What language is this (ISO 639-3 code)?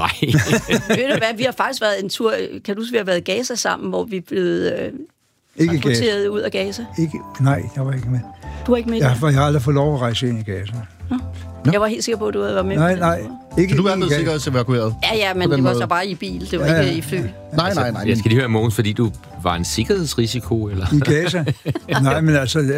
dan